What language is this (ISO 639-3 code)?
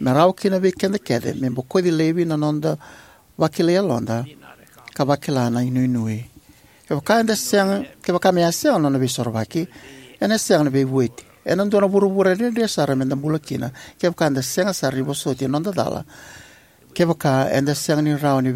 fij